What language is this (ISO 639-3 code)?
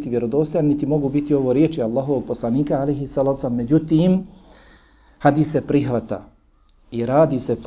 bos